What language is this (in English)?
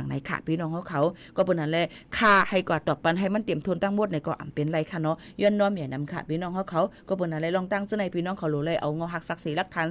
Shan